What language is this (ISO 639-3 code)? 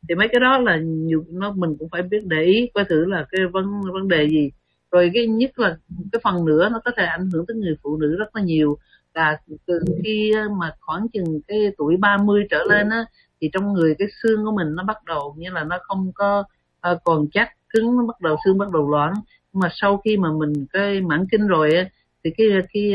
vie